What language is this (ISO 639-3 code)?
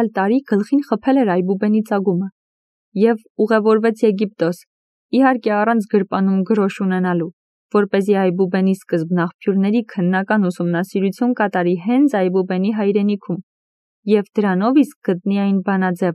hye